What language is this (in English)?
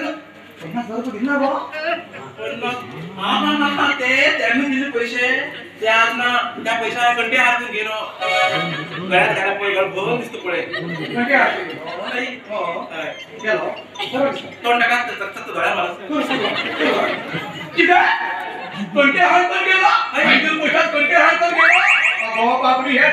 Konkani